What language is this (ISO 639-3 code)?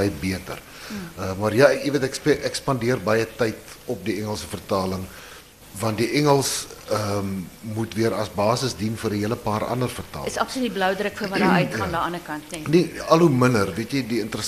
afr